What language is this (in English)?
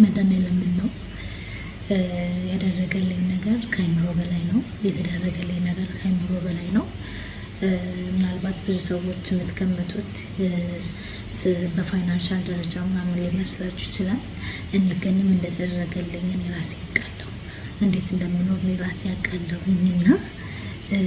Amharic